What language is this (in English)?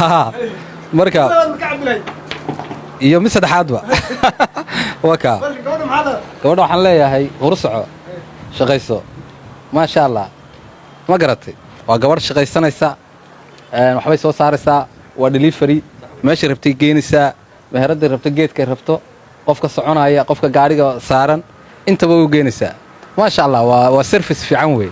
Somali